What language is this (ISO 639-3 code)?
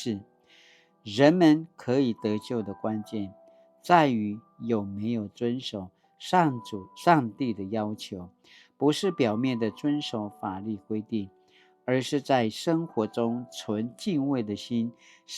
pwn